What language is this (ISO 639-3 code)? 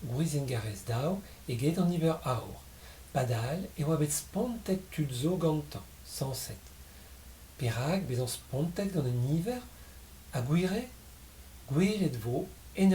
bre